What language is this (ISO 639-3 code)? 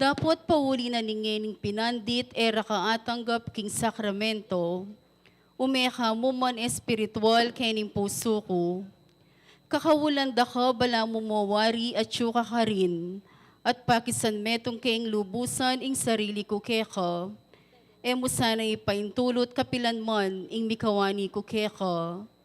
pam